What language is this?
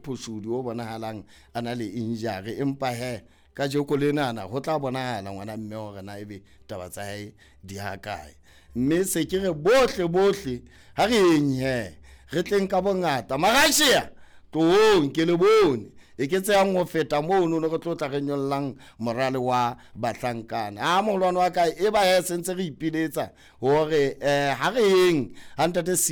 Southern Sotho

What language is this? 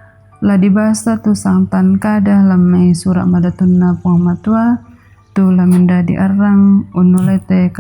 Toraja-Sa'dan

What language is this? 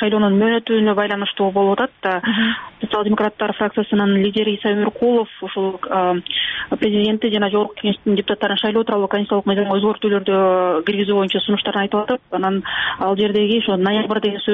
Kyrgyz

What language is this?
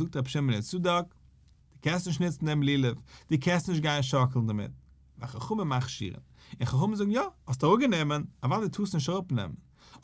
Yiddish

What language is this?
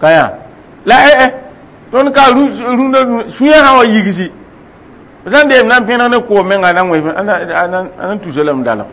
Mossi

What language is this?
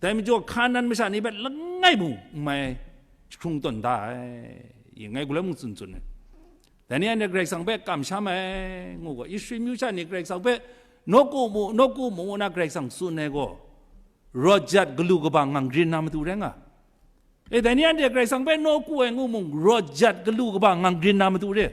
Kachin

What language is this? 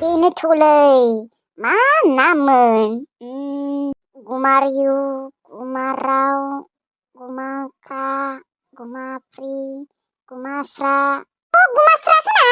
Bodo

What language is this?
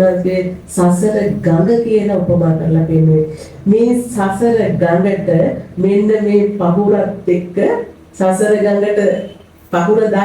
Sinhala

